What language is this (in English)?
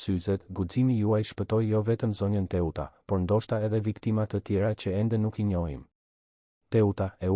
Albanian